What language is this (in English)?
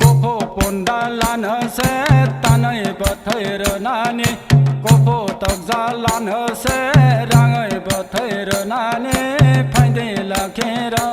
Kok Borok